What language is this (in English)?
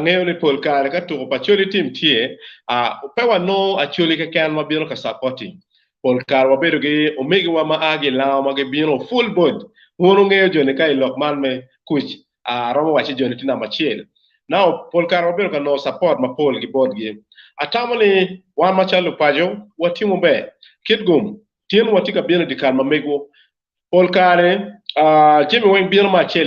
Acoli